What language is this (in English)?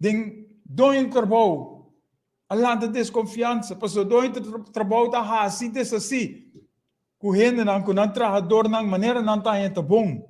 Papiamento